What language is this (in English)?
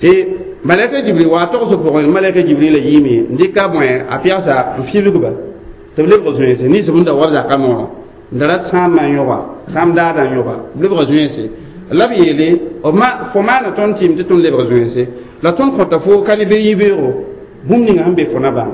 Mossi